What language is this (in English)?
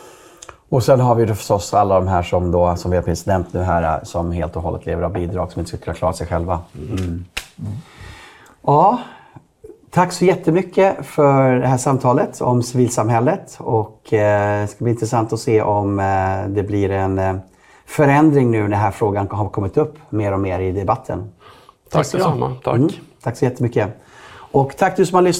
Swedish